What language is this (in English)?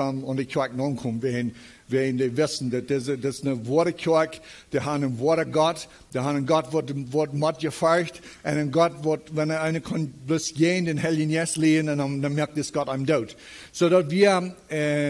Plautdietsch